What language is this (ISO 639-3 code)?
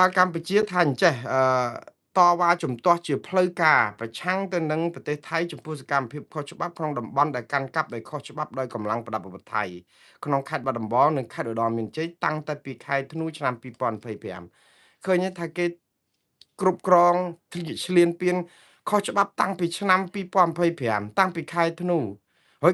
khm